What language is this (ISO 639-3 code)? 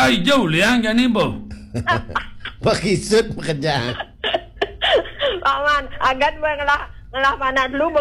ban